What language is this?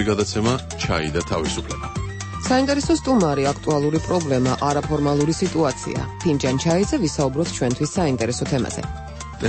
Georgian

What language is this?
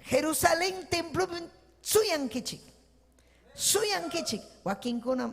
Ayacucho Quechua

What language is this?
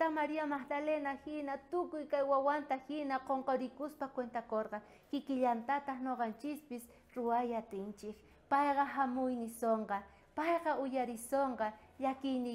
South Bolivian Quechua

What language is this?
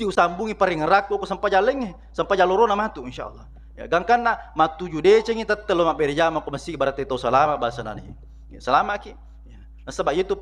Buginese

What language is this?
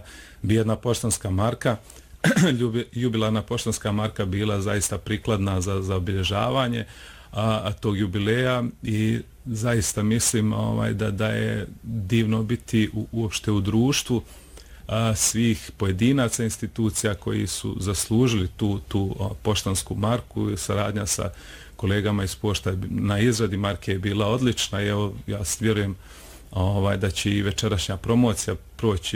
Bosnian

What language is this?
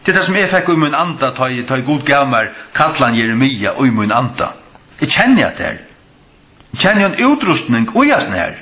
Faroese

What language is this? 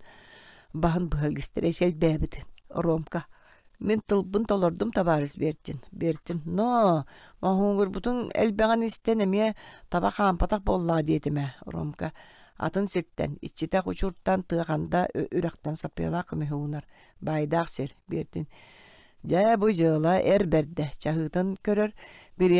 Yakut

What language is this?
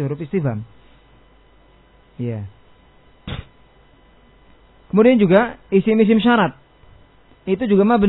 Indonesian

